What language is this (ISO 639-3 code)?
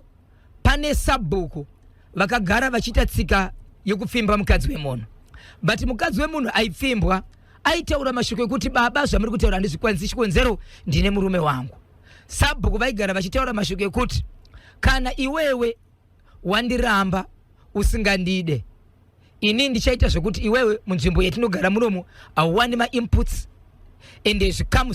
sna